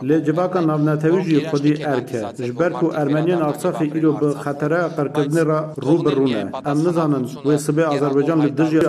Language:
Kurdish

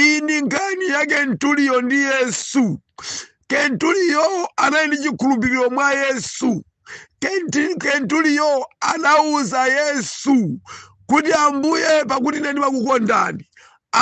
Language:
Nyanja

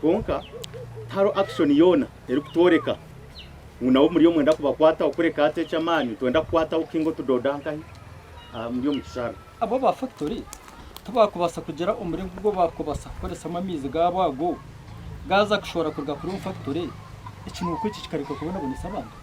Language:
Nyankole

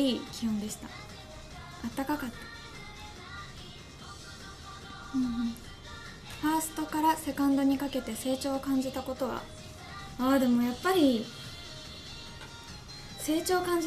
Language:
Japanese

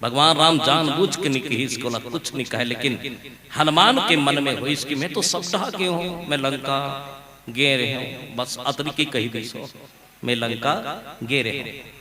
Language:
Chhattisgarhi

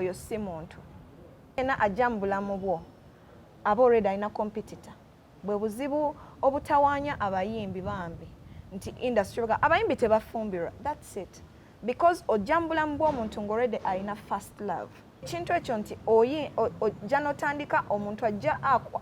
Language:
Ganda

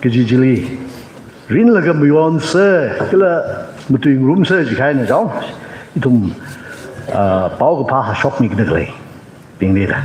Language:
Tangkhul Naga (India)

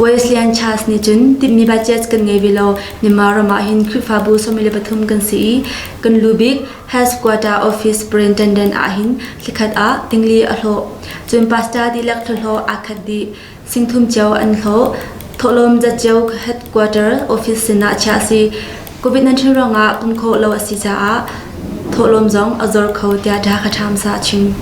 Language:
Hakha Chin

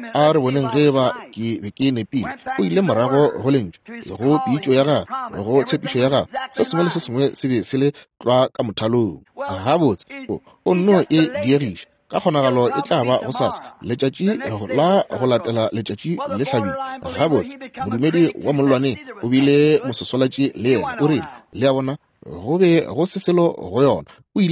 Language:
Northern Sotho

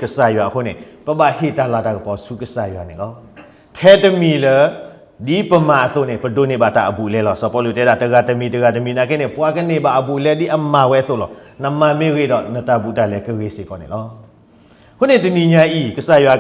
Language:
S'gaw Karen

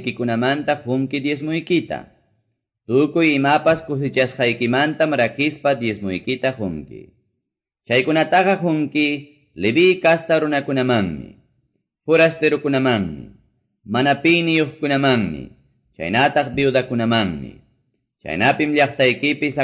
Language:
Quechua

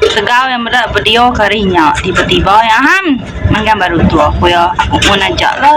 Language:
Iban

